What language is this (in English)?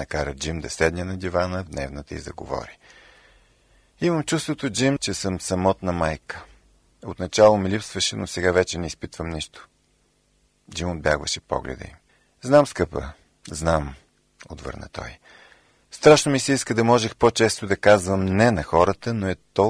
Bulgarian